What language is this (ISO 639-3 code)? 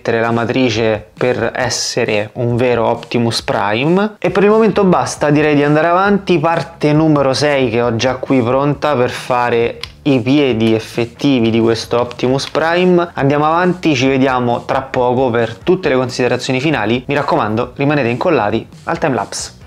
ita